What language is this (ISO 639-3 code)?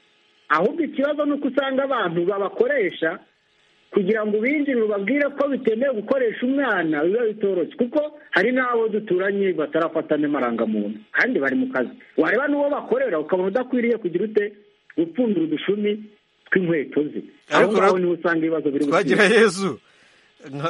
kin